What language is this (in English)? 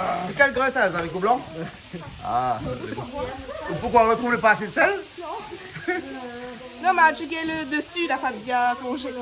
Réunion Creole French